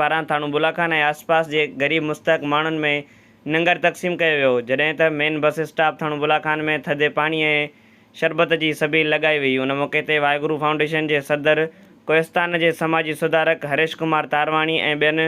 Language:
Sindhi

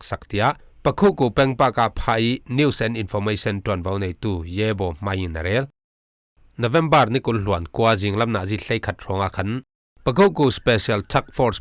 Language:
Falam Chin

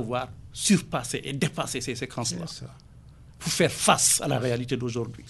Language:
French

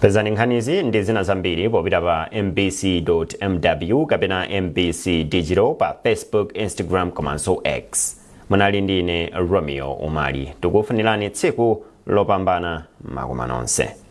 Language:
Nyanja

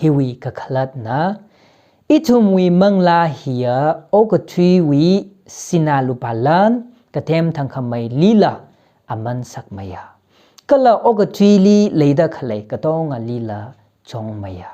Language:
Tangkhul Naga (India)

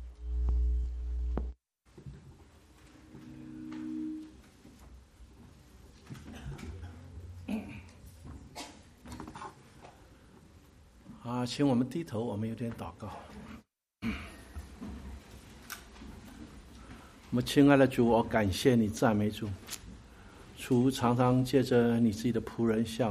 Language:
Chinese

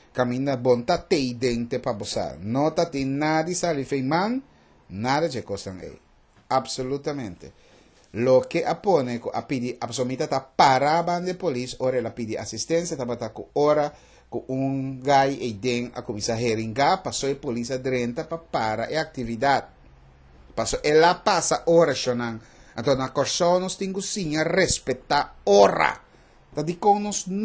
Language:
Papiamento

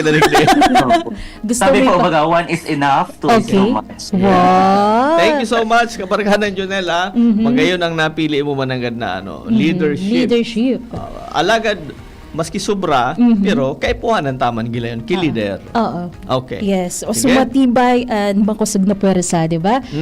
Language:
Bikol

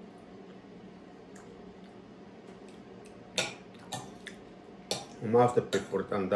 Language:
Finnish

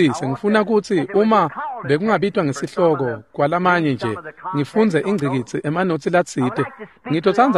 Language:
Swati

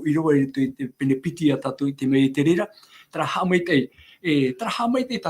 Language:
Tahitian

